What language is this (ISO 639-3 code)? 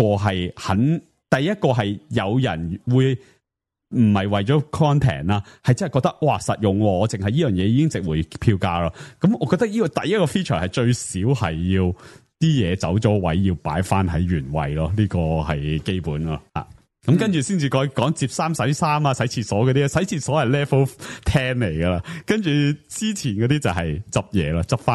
yue